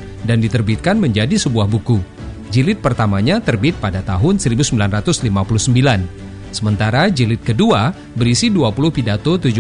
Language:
Indonesian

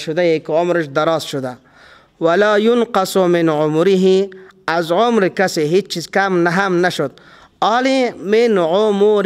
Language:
Persian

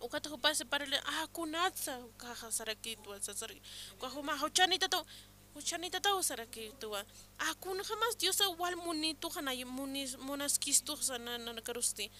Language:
Aymara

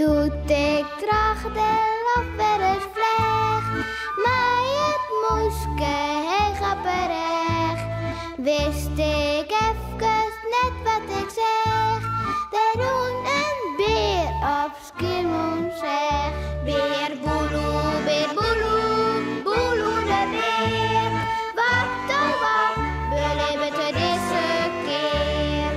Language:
Western Frisian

